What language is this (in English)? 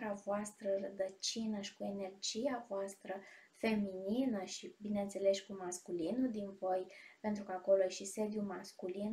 Romanian